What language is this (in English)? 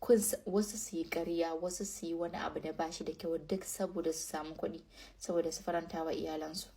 Hausa